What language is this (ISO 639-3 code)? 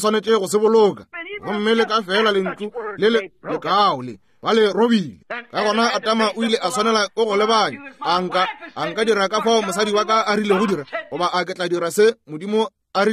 nso